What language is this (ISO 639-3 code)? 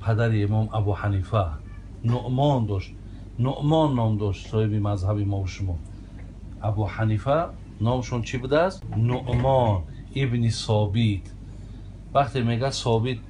tgk